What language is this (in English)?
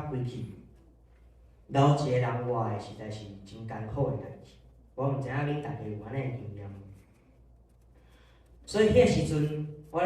Min Nan Chinese